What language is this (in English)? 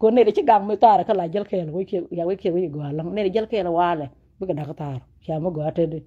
Nuer